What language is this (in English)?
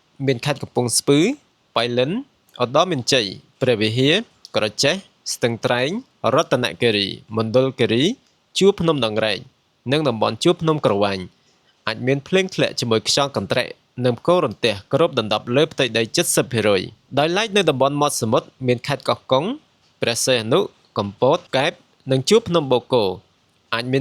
Khmer